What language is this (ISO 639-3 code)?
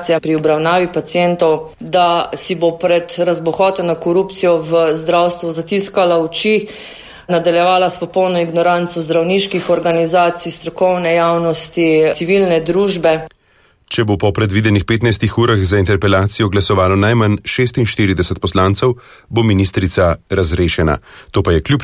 slv